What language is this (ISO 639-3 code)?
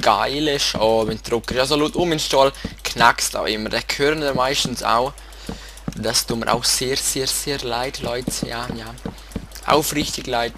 gsw